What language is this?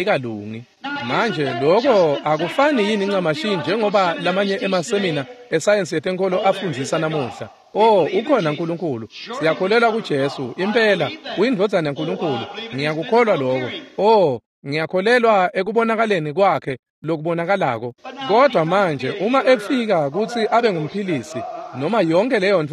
Swati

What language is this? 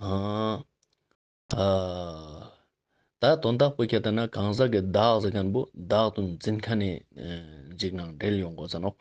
Ladakhi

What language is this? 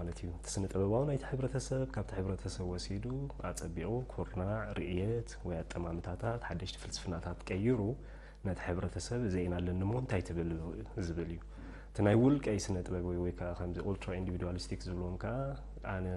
Tigrinya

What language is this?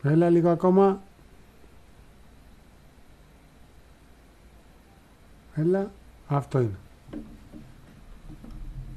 Greek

